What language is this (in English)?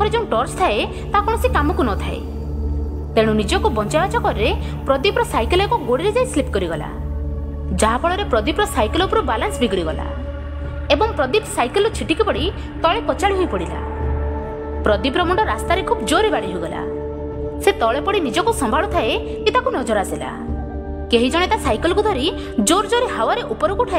Odia